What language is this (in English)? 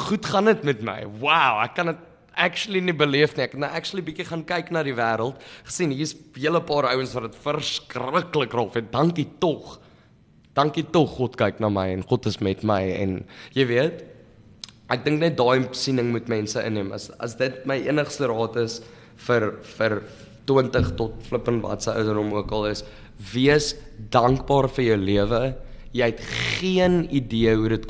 Afrikaans